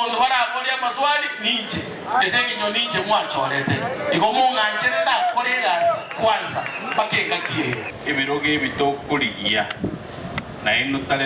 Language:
Gusii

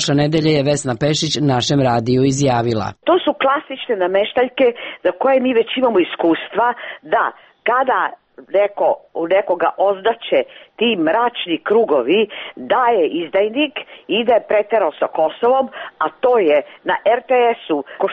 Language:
Serbian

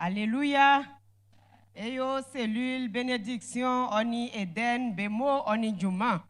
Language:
Baoulé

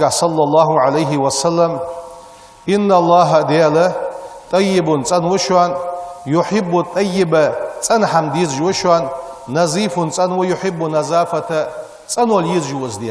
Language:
Ingush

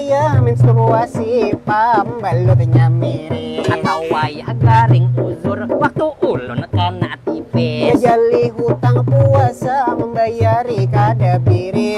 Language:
Banjar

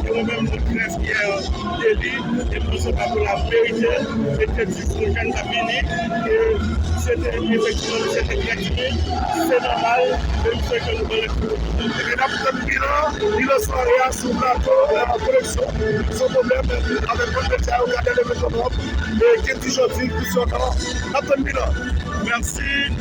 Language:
Haitian Creole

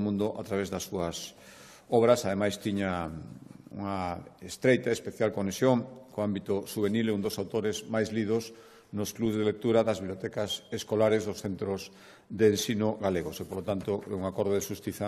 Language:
Galician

